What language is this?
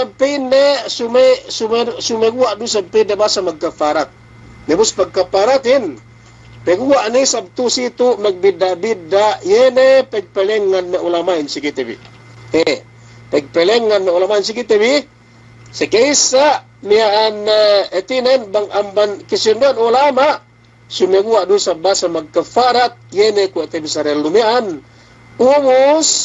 Yakan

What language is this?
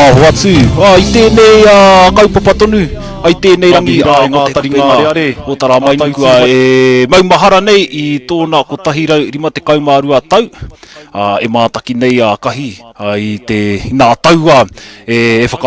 Māori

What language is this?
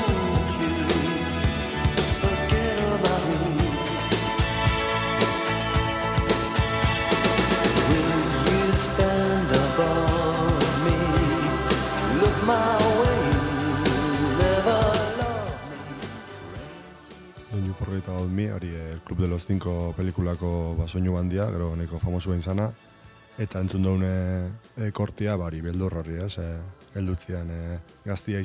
Basque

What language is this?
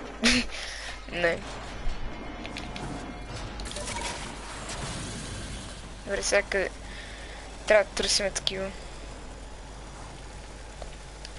Bulgarian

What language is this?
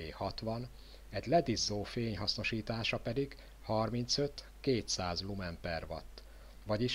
Hungarian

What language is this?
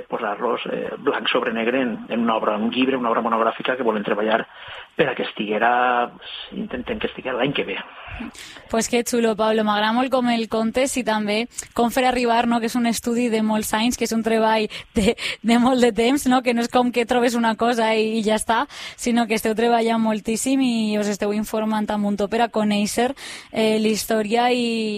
Catalan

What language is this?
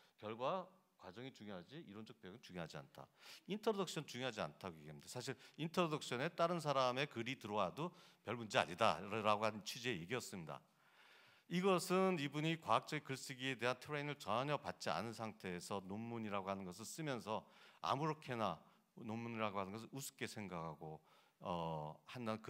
Korean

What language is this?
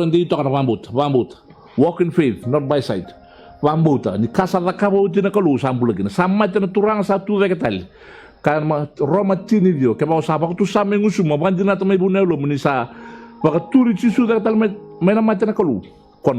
Fijian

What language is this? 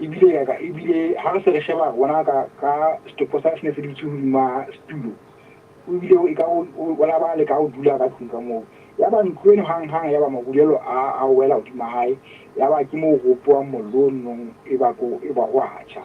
Southern Sotho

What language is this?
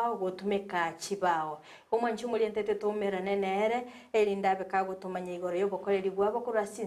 Gusii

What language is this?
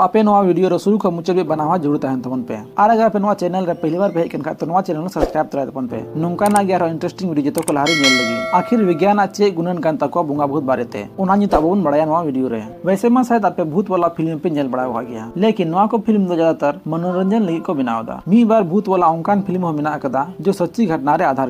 Santali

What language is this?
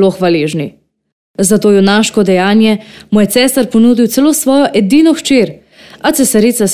Slovenian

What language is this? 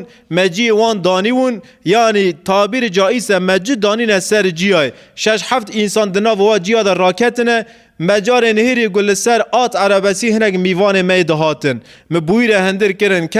Kurdish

